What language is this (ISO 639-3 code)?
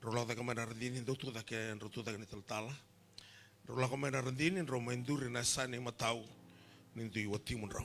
fij